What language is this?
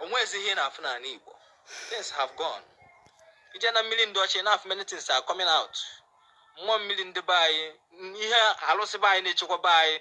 Igbo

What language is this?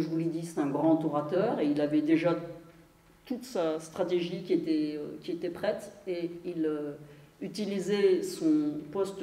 French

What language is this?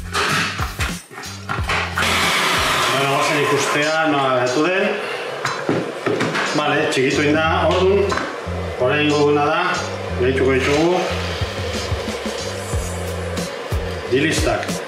Basque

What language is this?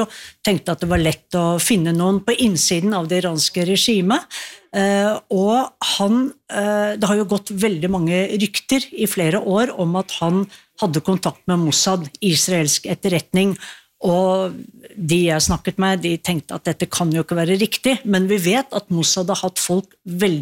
Norwegian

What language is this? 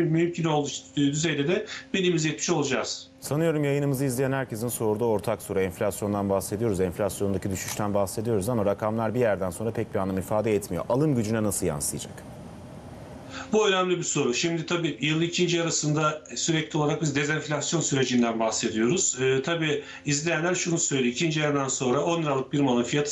Turkish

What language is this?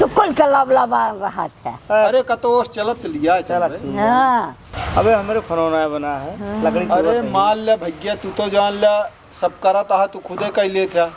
Awadhi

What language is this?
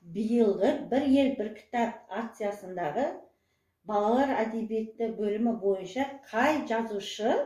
Kazakh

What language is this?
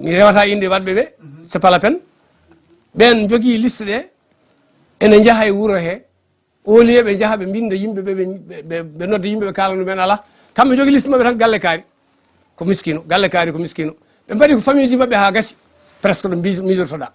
Fula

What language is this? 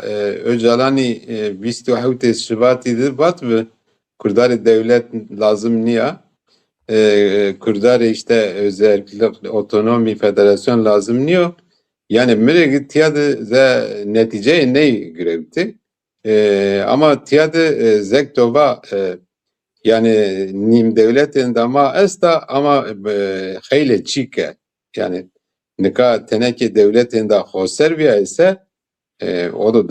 Zaza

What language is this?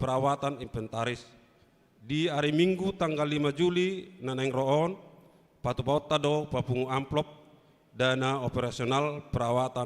Batak Toba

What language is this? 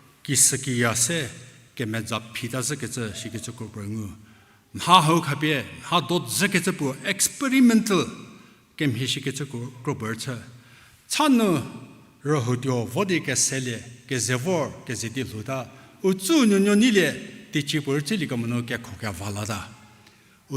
Angami Naga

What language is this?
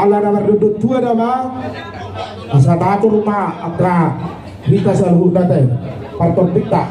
Batak Toba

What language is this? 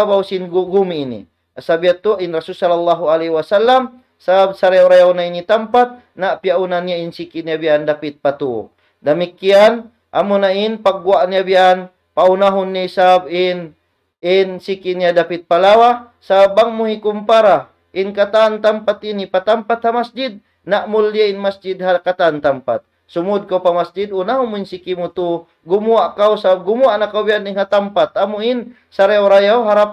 Tausug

